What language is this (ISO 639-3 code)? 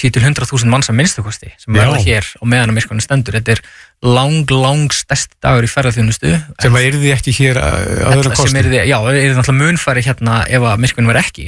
isl